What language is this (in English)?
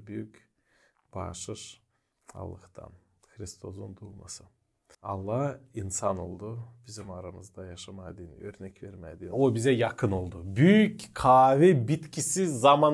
Gagauz